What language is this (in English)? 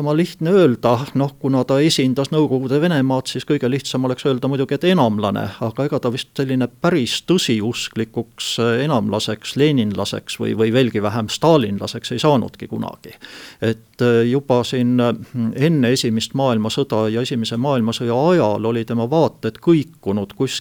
Estonian